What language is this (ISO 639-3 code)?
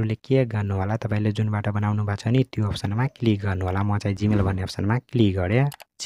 nep